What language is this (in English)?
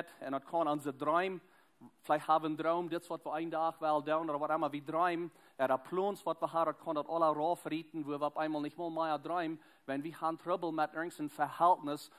Plautdietsch